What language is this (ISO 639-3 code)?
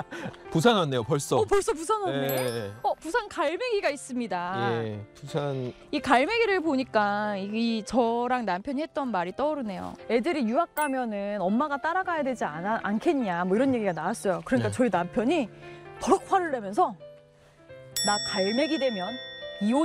kor